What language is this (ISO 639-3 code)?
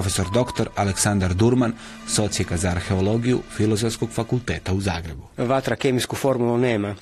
hrv